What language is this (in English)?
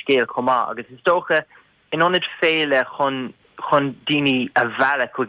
Irish